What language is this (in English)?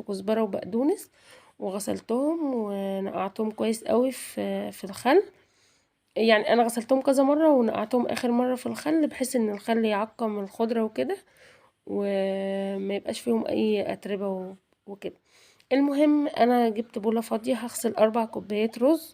Egyptian Arabic